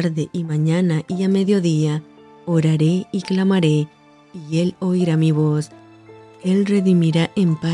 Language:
Spanish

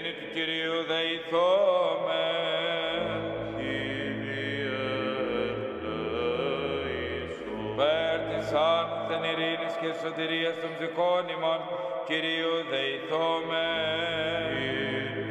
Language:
Greek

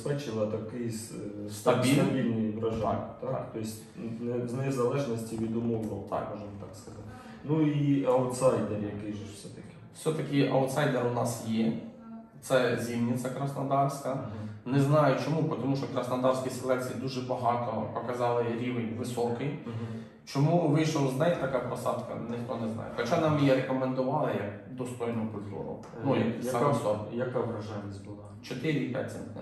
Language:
Ukrainian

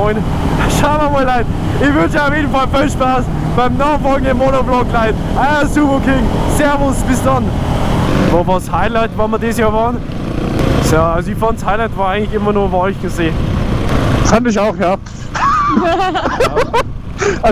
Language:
Bavarian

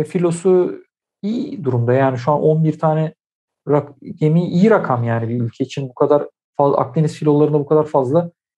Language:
Turkish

